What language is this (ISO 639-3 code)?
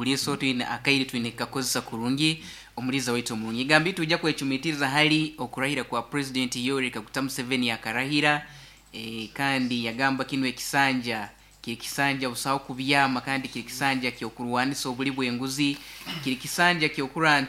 nyo